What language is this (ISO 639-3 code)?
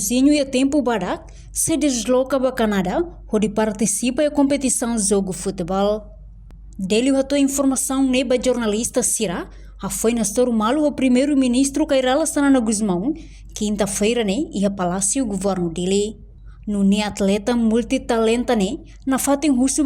tet